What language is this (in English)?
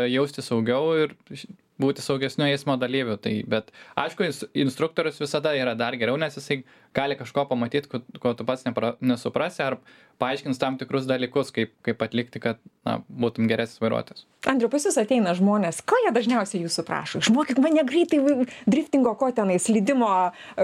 Lithuanian